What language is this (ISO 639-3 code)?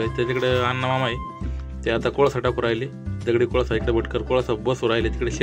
mar